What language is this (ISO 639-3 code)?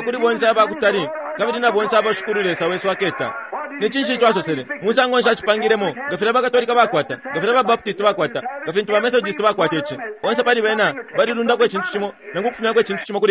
bem